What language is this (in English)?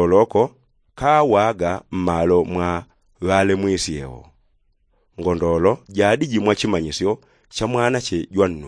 Yao